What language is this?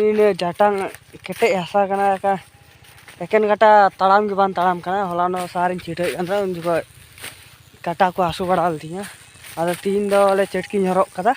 Santali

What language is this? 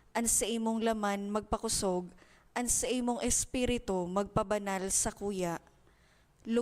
Bikol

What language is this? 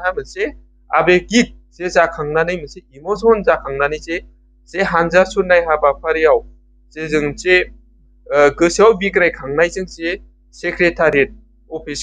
Bodo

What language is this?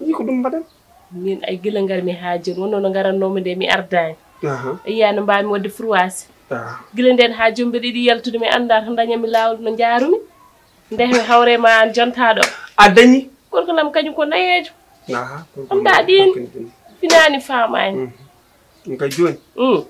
Fula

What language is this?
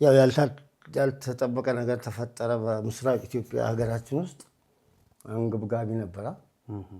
Amharic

